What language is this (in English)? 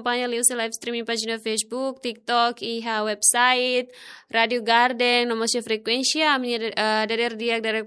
Tetum